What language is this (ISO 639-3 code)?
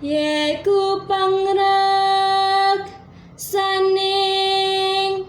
jav